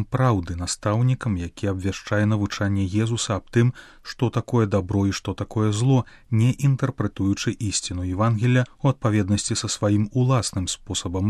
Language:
Belarusian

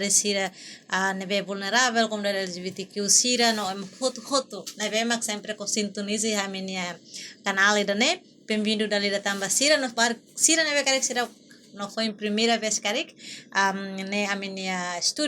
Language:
Tetum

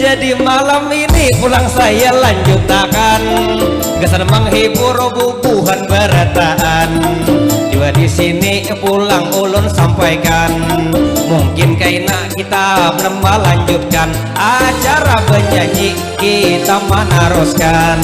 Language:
Banjar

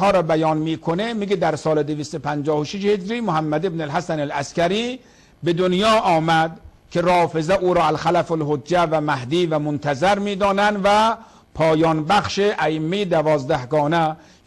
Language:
Persian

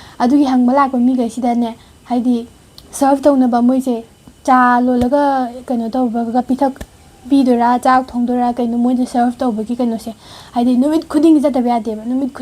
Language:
Manipuri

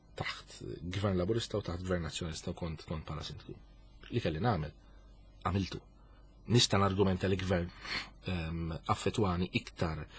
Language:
Maltese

